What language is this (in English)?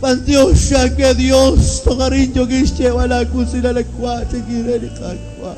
Kekchí